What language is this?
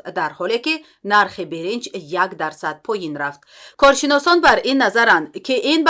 Tajik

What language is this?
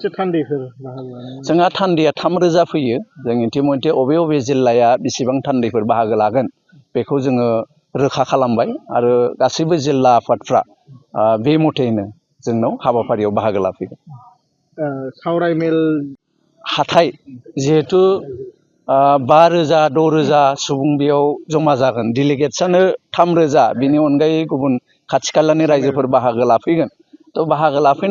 Bodo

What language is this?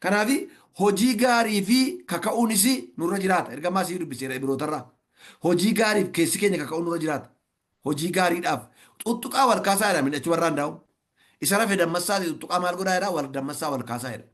Oromo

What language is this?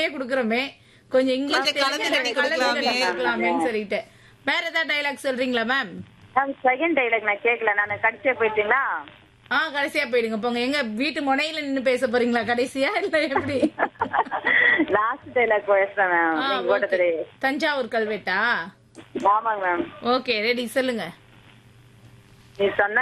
Tamil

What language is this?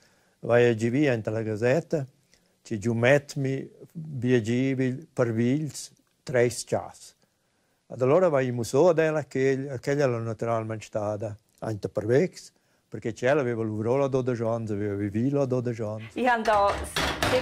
Romansh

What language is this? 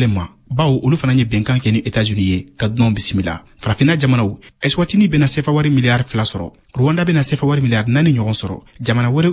Bambara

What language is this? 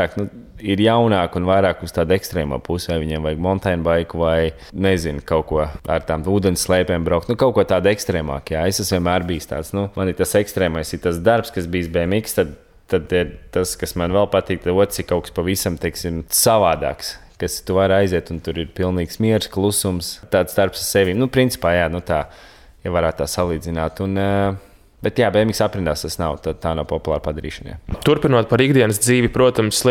Latvian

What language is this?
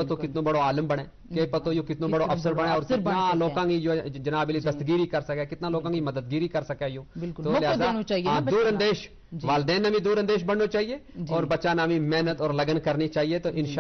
Gujari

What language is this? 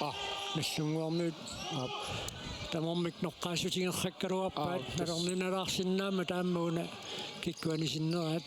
Kalaallisut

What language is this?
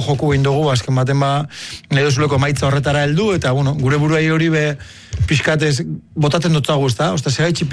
Basque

